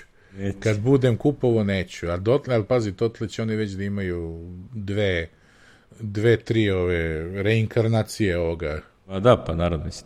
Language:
Serbian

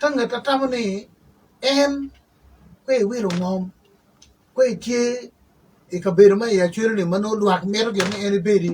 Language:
Acoli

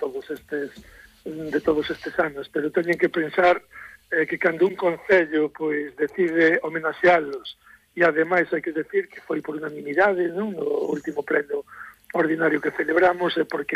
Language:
Galician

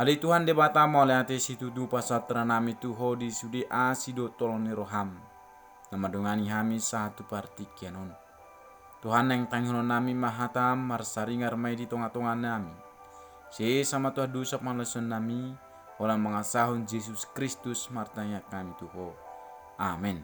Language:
Batak Toba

